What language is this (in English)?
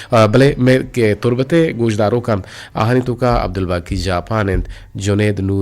Eastern Balochi